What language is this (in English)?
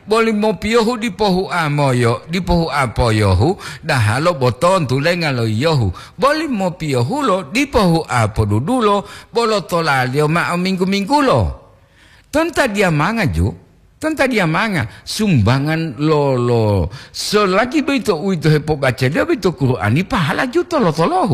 Gorontalo